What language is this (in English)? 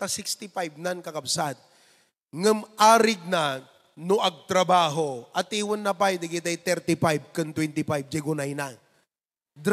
Iloko